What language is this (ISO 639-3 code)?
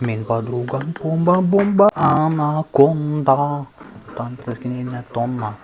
sah